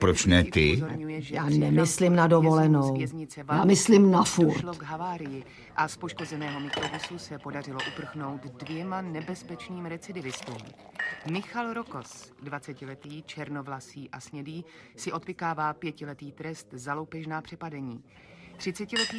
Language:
Czech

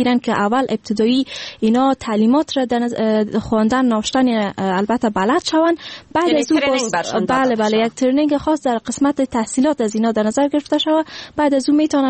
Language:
Persian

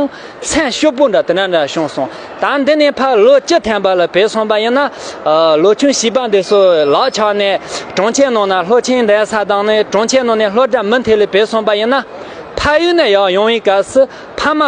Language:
Tibetan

